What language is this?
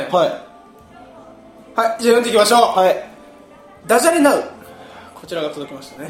Japanese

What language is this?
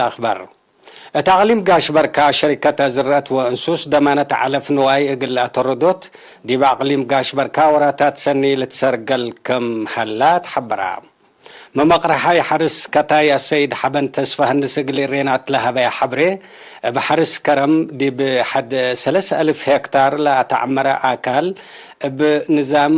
Tigre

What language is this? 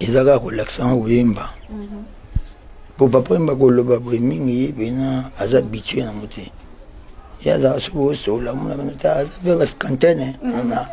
Lingala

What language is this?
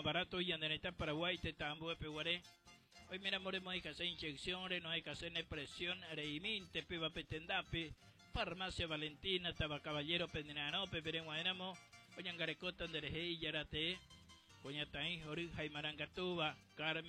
Guarani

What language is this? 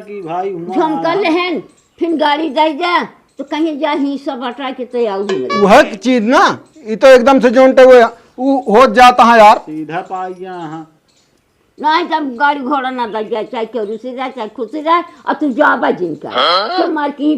Awadhi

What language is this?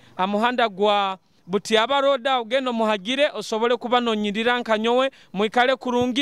Nyoro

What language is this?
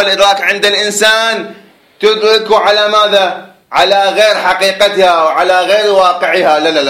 Arabic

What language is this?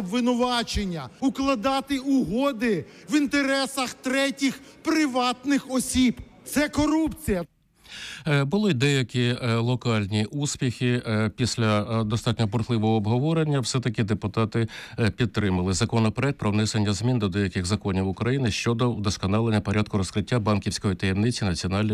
Ukrainian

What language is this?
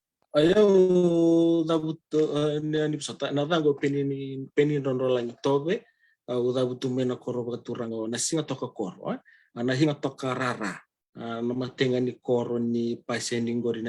Fijian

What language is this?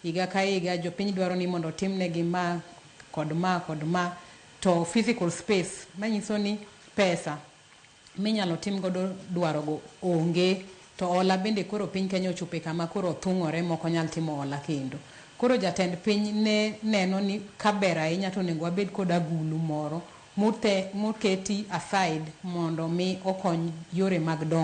Luo (Kenya and Tanzania)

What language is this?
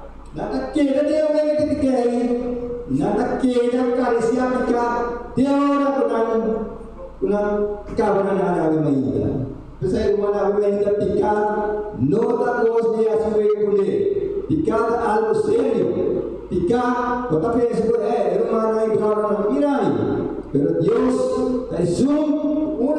Papiamento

